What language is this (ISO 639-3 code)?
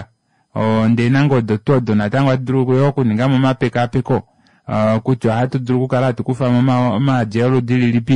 kua